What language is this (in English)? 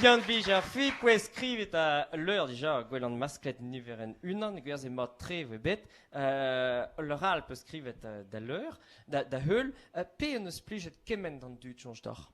Breton